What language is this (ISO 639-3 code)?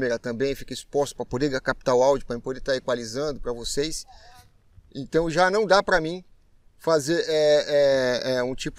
por